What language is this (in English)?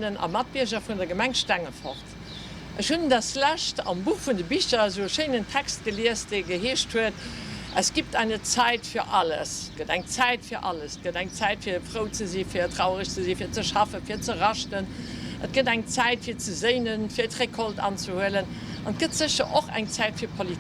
Luxembourgish